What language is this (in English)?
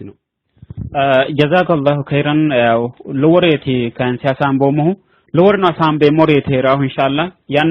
Sidamo